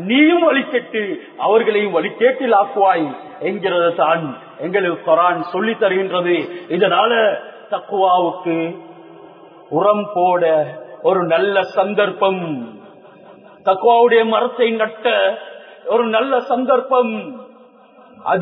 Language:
Tamil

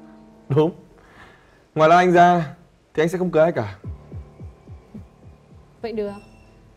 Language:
Vietnamese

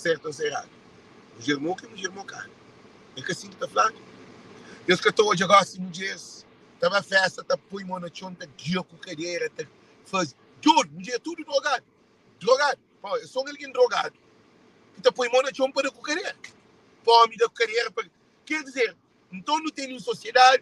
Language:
Kabuverdianu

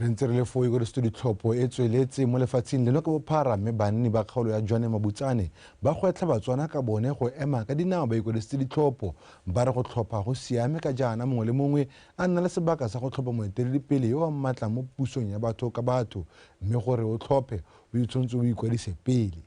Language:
Tswana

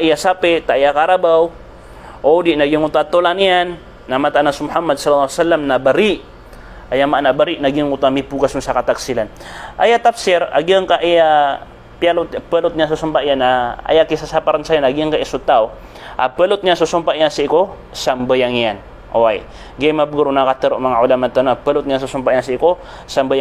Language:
Maranao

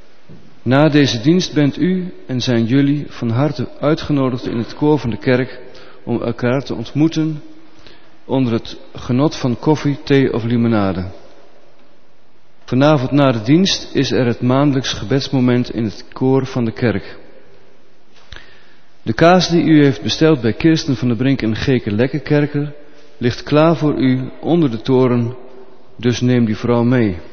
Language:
Dutch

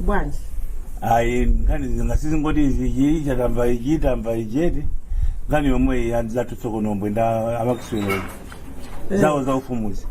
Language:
Nyanja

